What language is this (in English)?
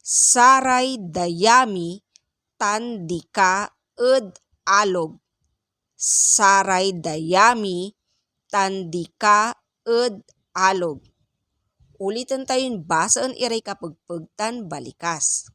Pangasinan